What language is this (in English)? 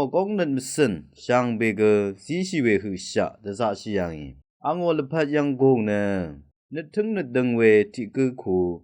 Rawang